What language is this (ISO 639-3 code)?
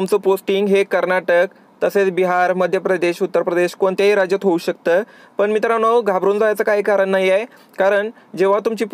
mar